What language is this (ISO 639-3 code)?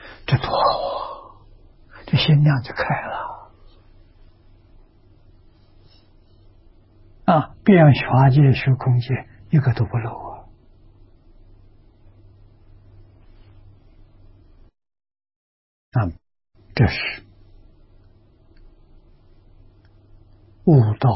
zho